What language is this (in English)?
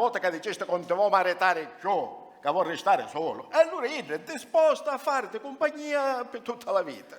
Sicilian